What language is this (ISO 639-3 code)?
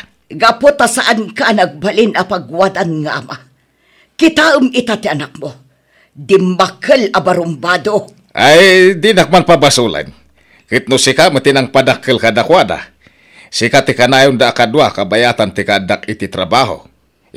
ilo